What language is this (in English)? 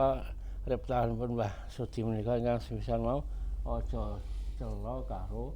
Javanese